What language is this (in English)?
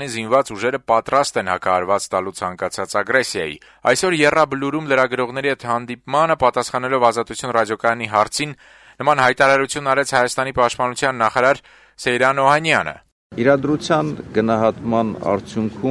Armenian